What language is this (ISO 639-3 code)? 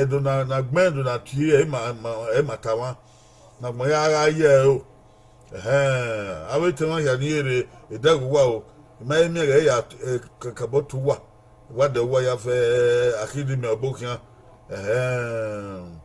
bin